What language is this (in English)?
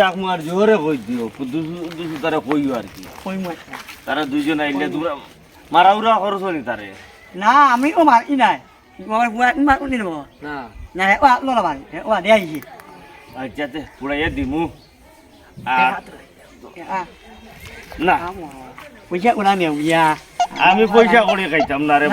Sylheti